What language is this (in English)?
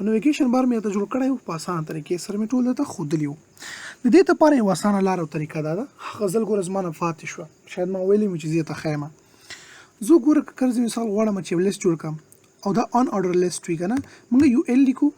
Pashto